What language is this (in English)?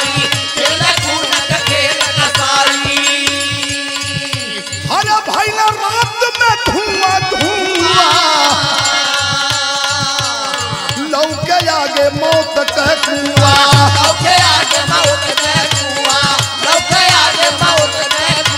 Bhojpuri